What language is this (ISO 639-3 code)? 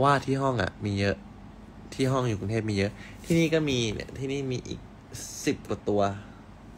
tha